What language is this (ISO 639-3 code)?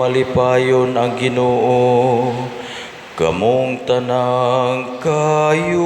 ceb